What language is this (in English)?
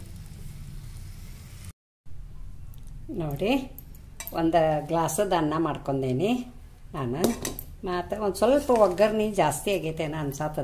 Kannada